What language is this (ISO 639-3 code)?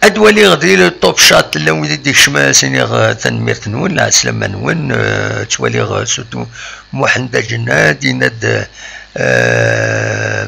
kab